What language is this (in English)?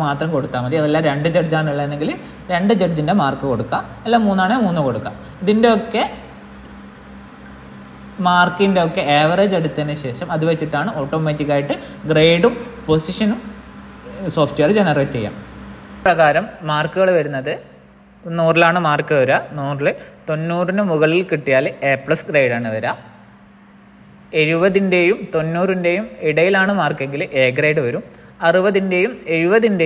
Malayalam